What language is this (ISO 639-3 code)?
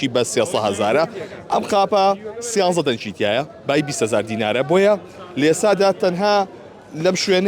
ckb